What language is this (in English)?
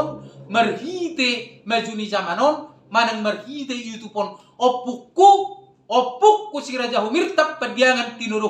Batak Toba